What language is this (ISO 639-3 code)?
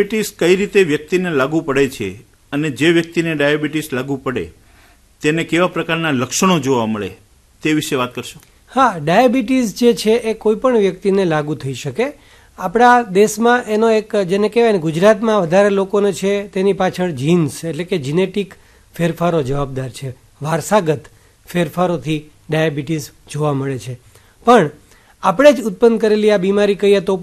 guj